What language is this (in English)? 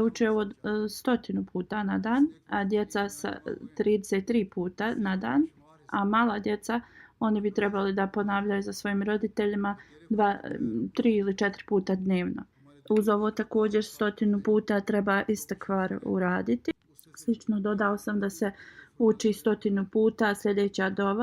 Bosnian